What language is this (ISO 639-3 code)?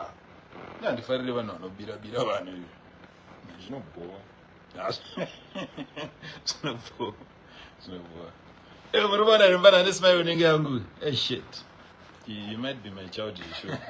sna